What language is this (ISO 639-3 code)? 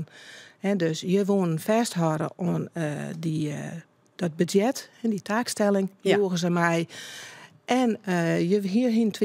fry